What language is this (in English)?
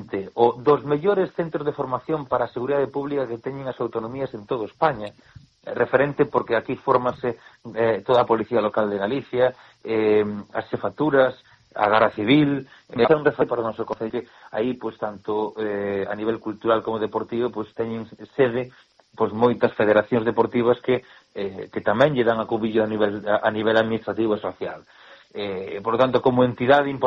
Galician